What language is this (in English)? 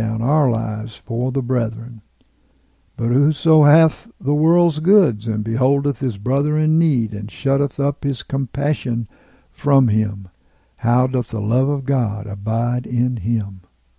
English